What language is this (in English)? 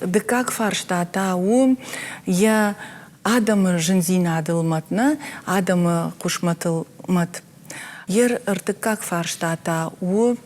Ossetic